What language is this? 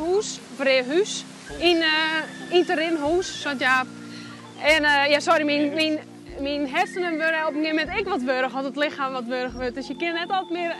Western Frisian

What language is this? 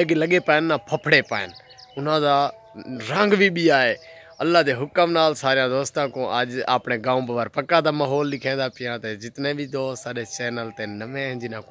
Saraiki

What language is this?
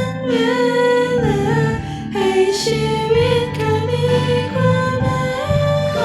Lahu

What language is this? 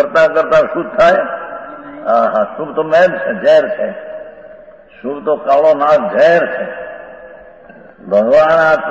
Gujarati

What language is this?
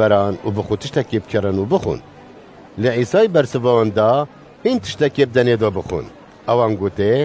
Kurdish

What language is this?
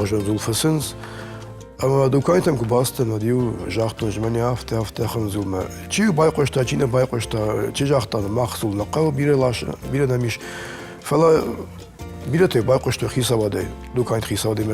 Ossetic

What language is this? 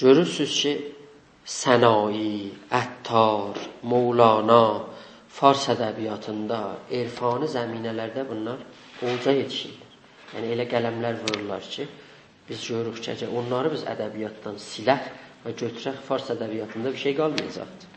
South Azerbaijani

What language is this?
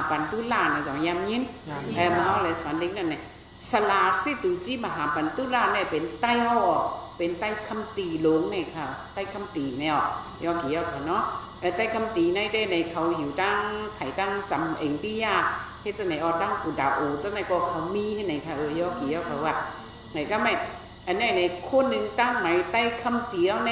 Shan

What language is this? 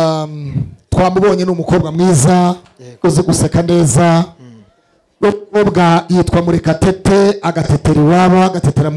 Kinyarwanda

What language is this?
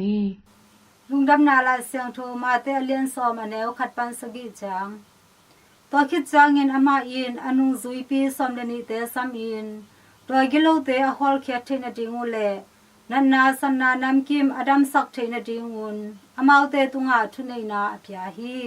Tedim Chin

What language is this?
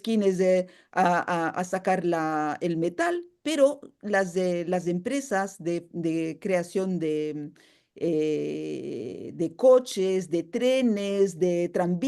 Ladino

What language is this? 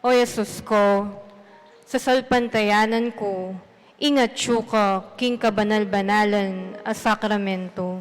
Pampanga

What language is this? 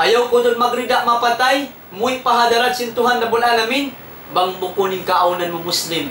Tausug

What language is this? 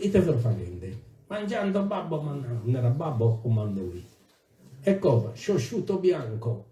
Sardinian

